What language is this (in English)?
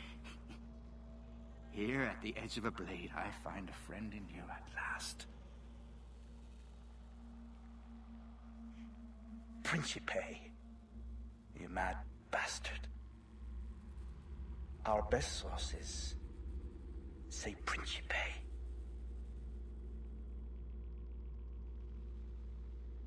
English